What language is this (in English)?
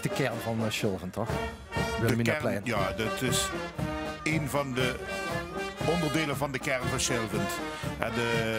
Limburgish